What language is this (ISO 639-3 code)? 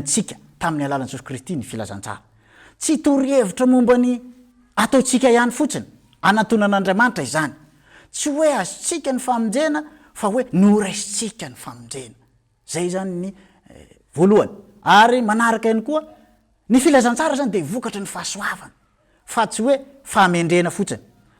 mlg